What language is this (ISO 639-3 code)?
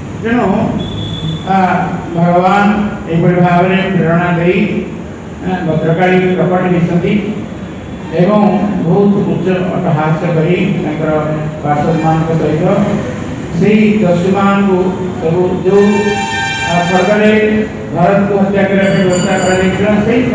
ori